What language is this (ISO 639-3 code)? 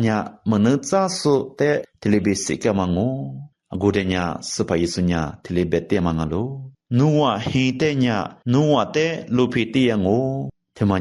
lis